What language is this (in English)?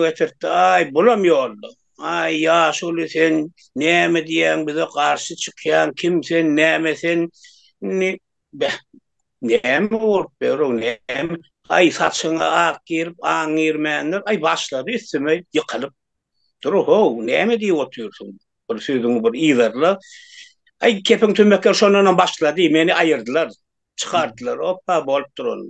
Turkmen